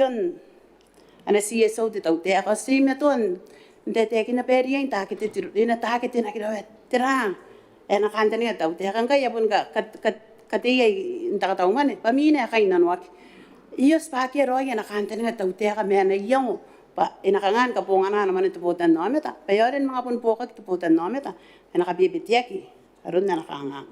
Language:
Gilbertese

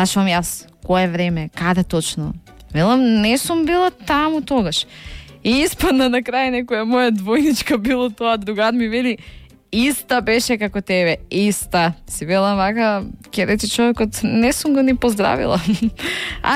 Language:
Macedonian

